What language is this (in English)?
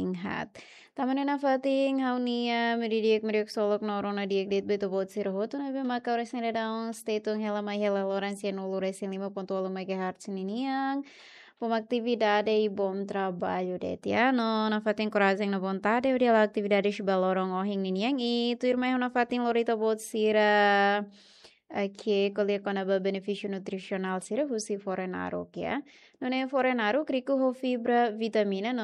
Tetum